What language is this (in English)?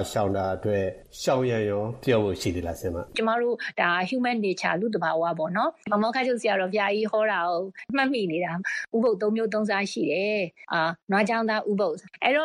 Burmese